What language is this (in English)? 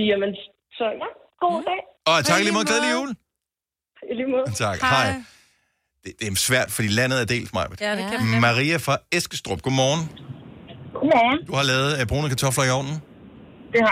Danish